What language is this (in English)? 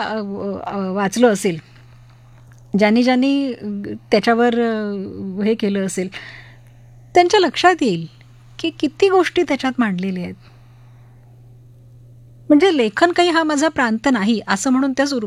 Marathi